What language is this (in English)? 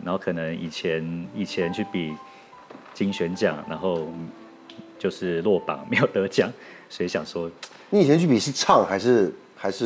Chinese